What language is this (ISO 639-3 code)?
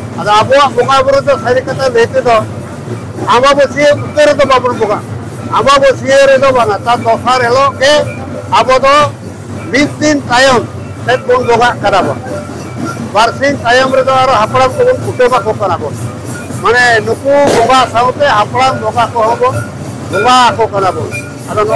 sat